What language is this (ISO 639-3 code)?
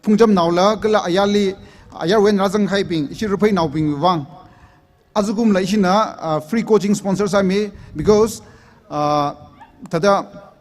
nmf